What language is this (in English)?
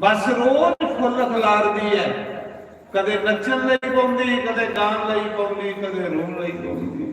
Dogri